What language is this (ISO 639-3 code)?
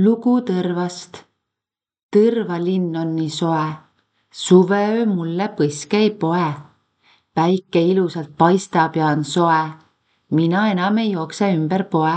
est